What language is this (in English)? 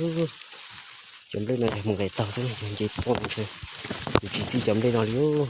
Hmong